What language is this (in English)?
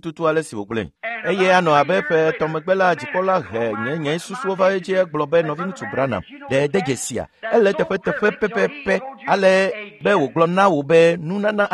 Ewe